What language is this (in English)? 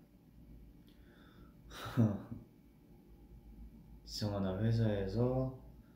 Korean